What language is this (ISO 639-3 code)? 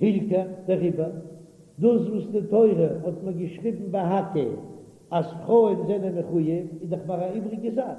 yid